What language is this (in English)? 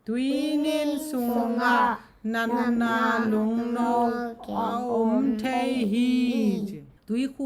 Tedim Chin